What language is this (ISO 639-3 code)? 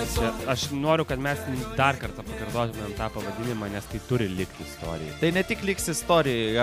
lit